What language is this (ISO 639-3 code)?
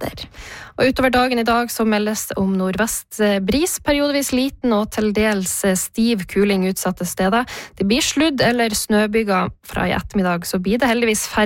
nor